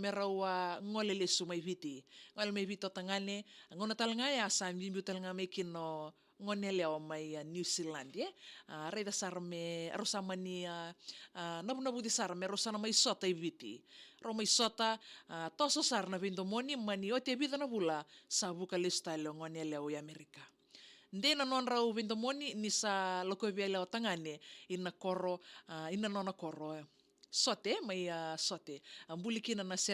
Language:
Fijian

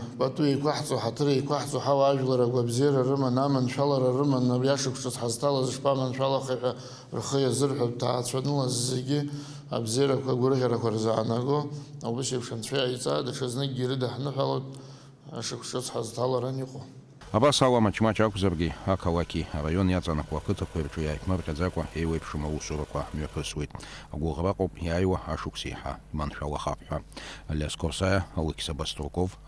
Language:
Abkhazian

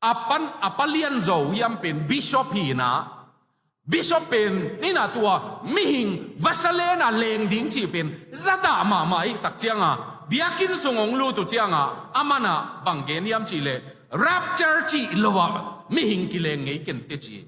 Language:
Tedim Chin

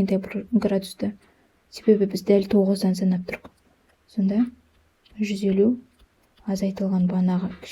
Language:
Kazakh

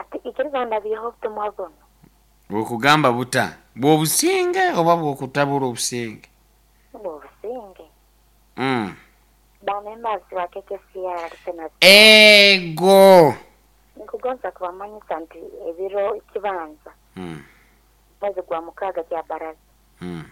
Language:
Nyoro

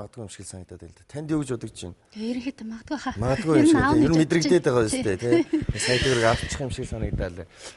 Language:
Mongolian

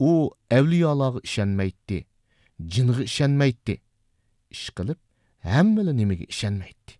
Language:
Uyghur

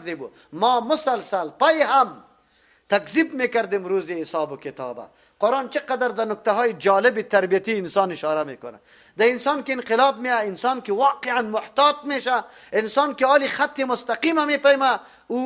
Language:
Persian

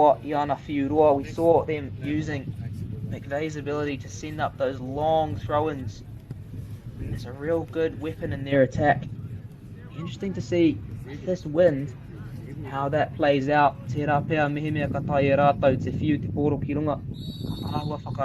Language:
Māori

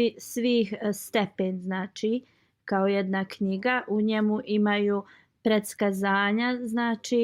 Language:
Bosnian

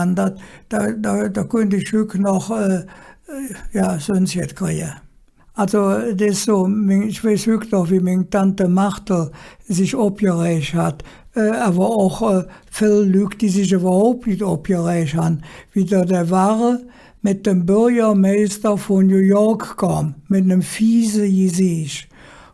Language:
Colognian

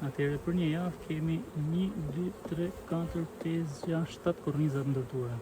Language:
Albanian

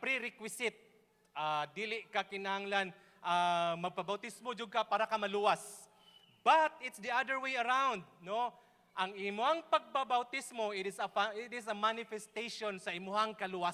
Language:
Cebuano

